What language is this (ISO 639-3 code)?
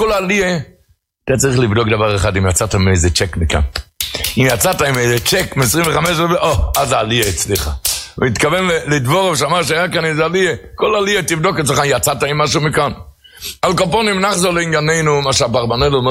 heb